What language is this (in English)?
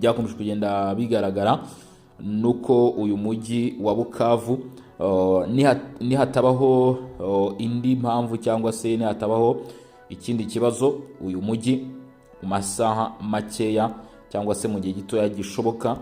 Kinyarwanda